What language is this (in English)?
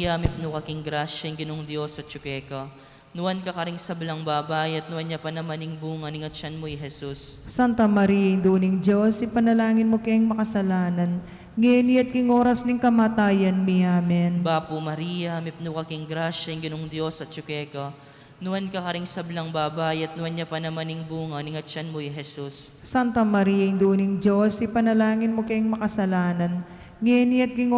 Pampanga